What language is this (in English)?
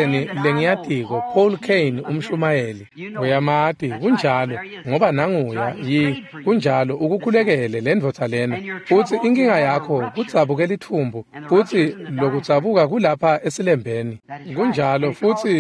Swati